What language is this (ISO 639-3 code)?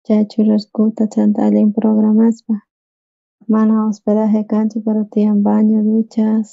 quh